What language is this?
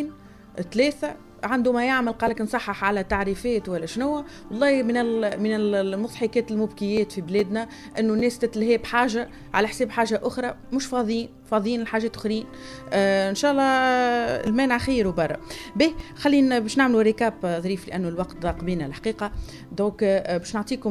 Tunisian Arabic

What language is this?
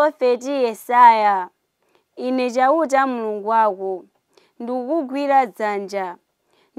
Nyanja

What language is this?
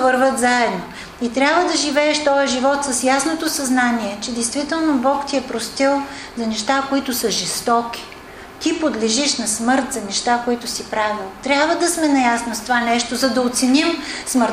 Bulgarian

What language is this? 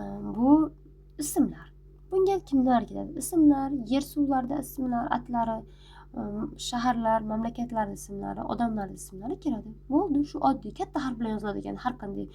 Uzbek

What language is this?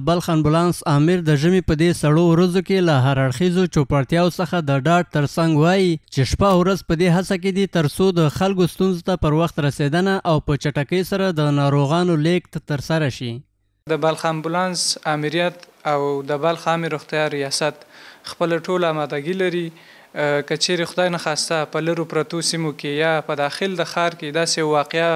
Pashto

